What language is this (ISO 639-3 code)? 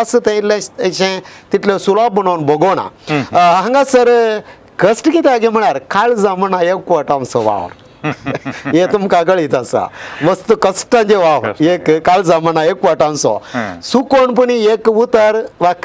kok